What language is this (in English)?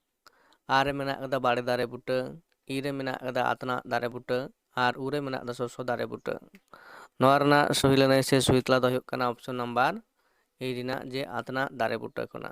Santali